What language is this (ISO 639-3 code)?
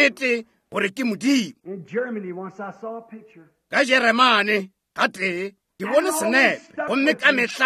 nso